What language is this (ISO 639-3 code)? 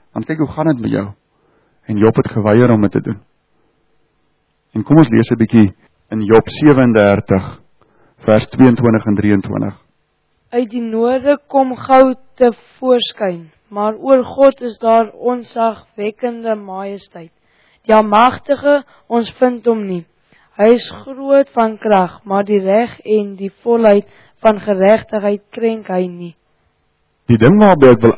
afr